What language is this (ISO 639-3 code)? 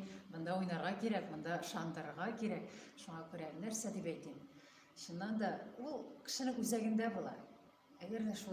tat